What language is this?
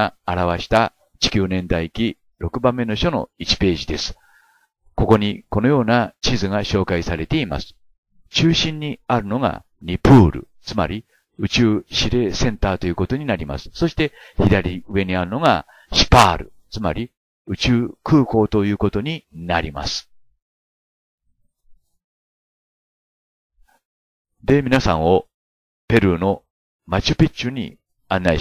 Japanese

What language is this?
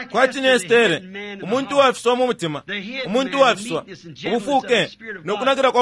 Bemba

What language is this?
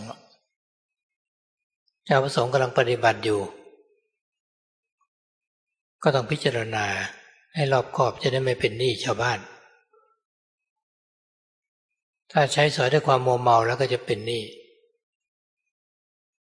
Thai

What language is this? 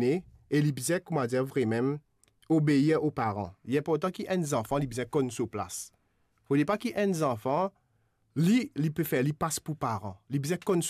Morisyen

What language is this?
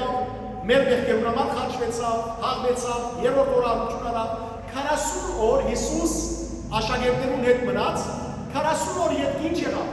Western Armenian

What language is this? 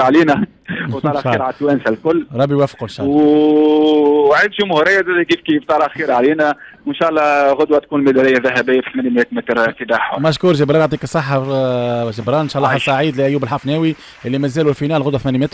Tunisian Arabic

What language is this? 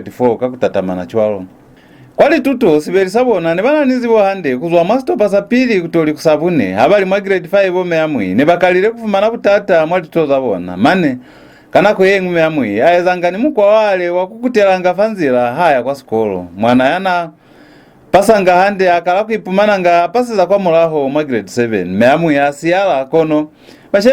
Lozi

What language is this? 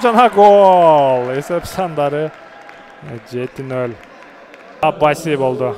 Kyrgyz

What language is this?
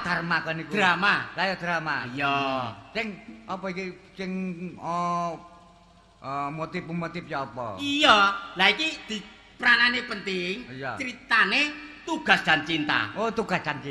Javanese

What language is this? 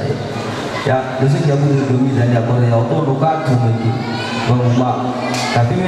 Nias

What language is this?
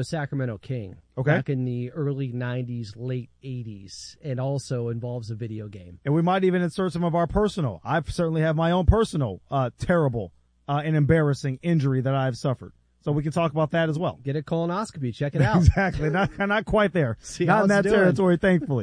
English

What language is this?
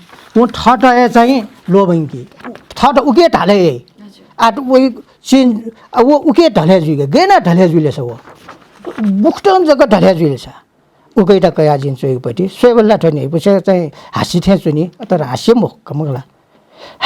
Newari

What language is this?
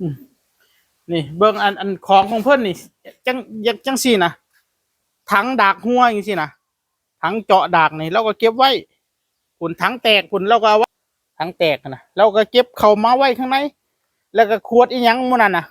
Northeastern Thai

